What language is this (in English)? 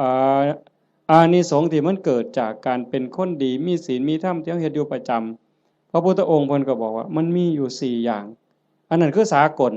Northeastern Thai